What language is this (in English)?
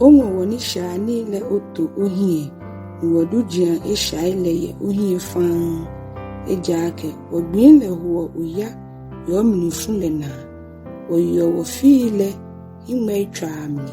Ga